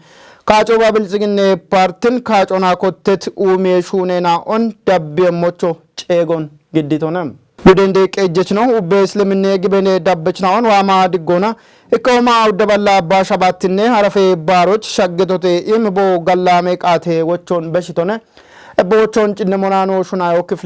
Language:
Kafa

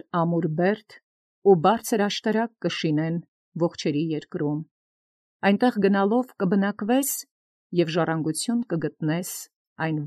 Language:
Armenian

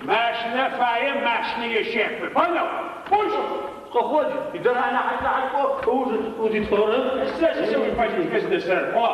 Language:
Adyghe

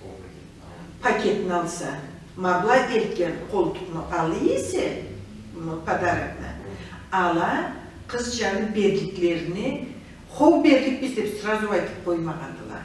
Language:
Karachay-Balkar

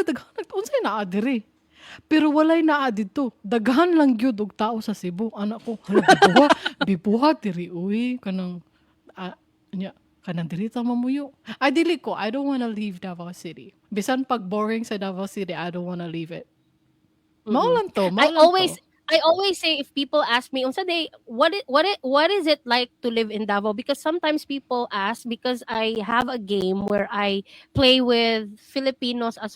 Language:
Cebuano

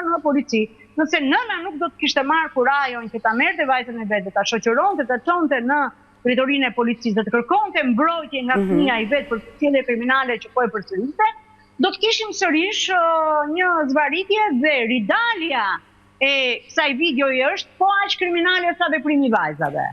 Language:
Albanian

